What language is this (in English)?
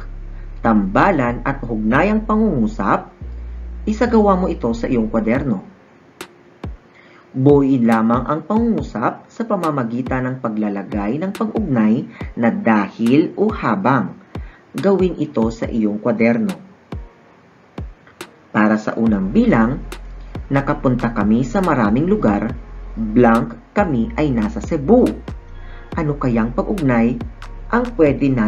Filipino